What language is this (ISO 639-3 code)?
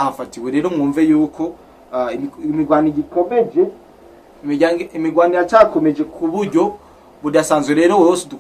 run